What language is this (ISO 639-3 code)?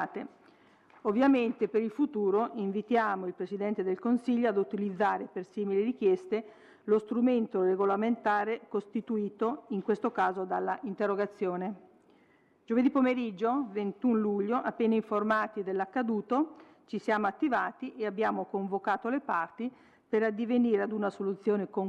ita